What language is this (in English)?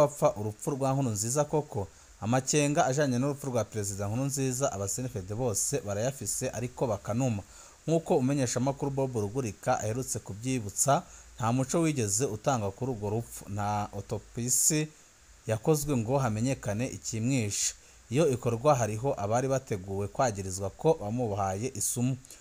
Rundi